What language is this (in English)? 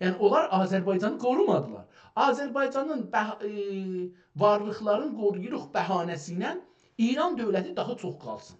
South Azerbaijani